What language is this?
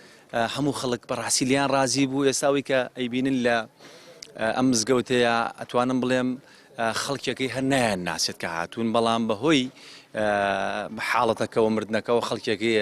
Central Kurdish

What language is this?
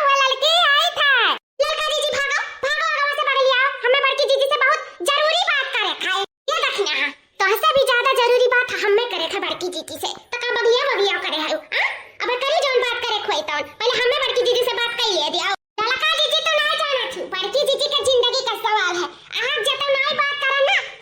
Awadhi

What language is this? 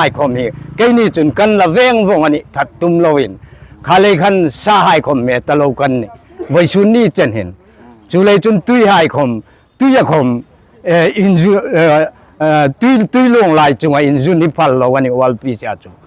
Hmar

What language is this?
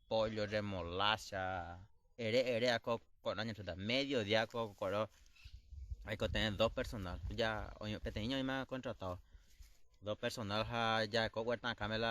Guarani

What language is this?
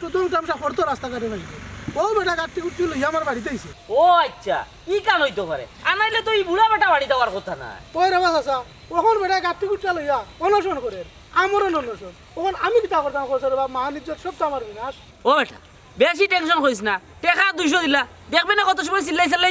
Sylheti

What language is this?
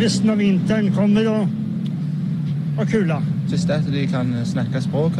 Norwegian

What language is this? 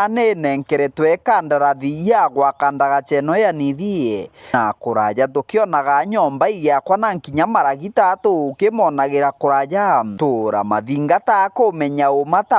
Meru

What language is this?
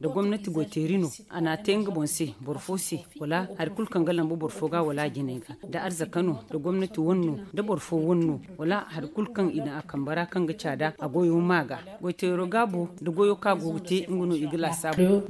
Zarma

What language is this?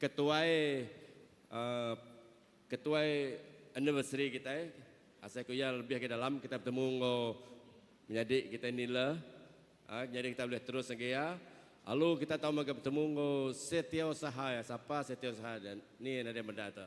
Iban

